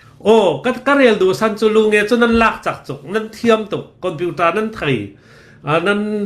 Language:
Hakha Chin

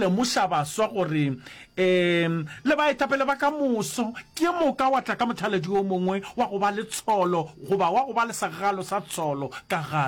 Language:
Northern Sotho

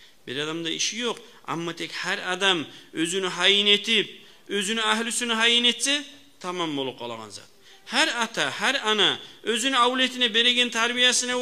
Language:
Kumyk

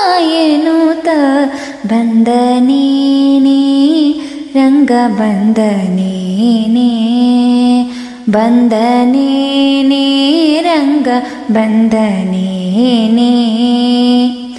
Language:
Kannada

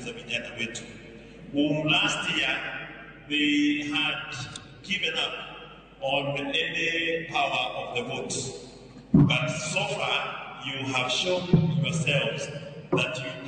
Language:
Luo (Kenya and Tanzania)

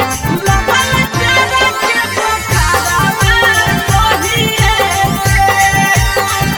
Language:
Bhojpuri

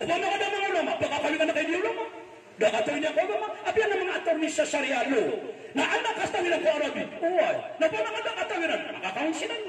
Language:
Maranao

